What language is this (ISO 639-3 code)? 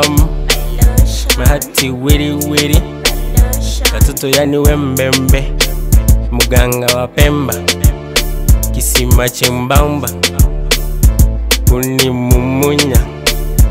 swa